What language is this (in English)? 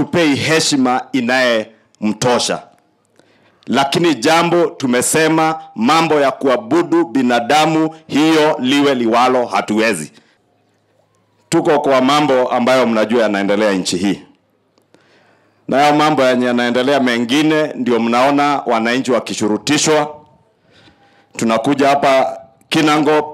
Swahili